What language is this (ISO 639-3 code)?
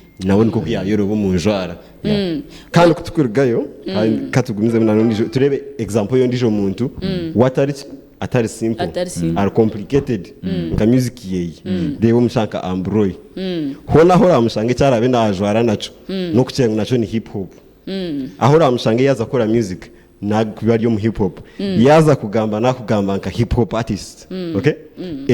nyn